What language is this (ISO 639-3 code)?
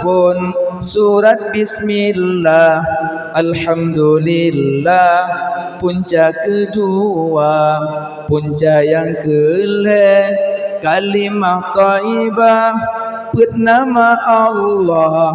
ace